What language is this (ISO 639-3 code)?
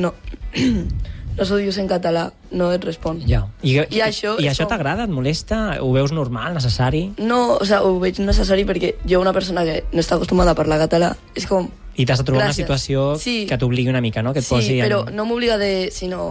cat